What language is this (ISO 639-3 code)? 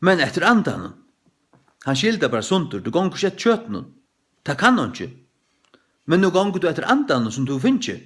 fao